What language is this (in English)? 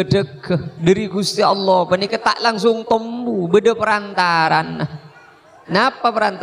Madurese